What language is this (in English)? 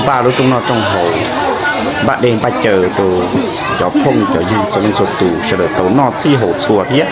Hmong